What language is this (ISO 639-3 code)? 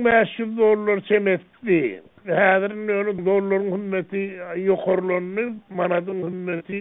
tuk